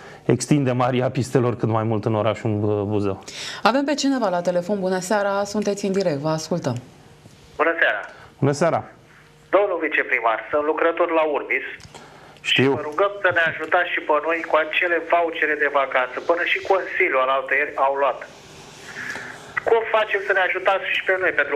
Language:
Romanian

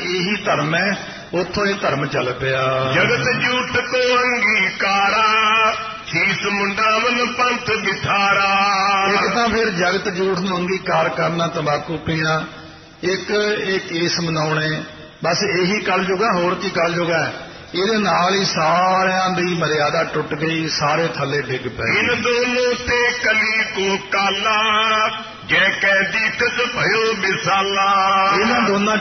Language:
Punjabi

